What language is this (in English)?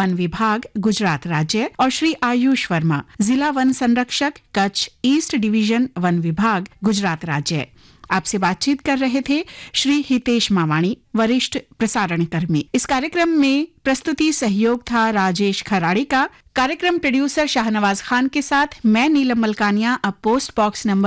Hindi